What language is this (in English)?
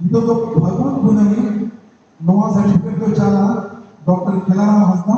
Santali